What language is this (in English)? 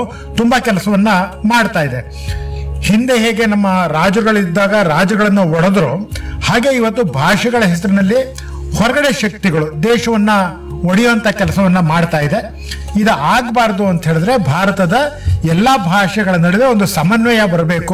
Kannada